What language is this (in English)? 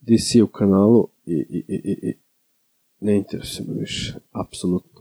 Serbian